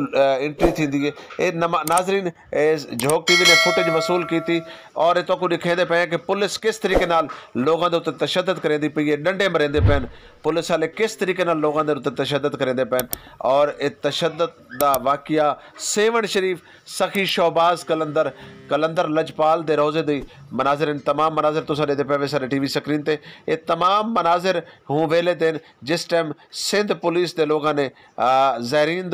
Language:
Saraiki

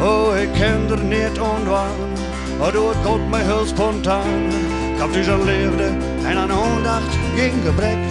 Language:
Western Frisian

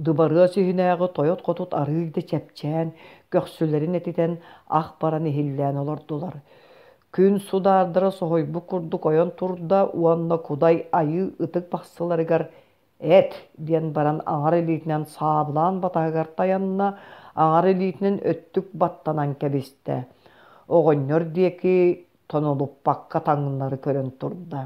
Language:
Yakut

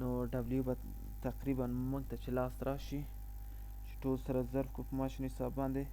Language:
Pashto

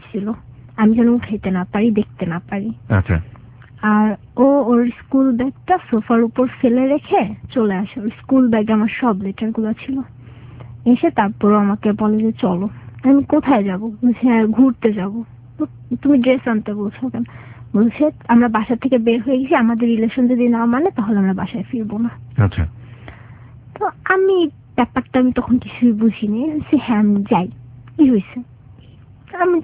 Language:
Bangla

